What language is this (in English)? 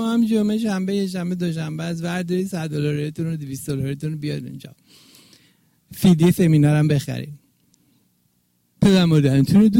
Persian